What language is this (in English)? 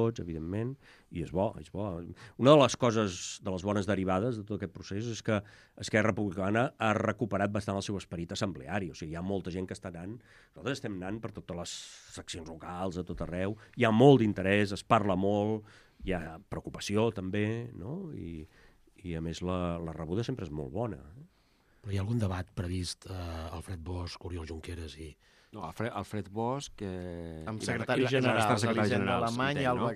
Catalan